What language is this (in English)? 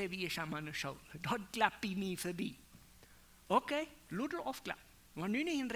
Plautdietsch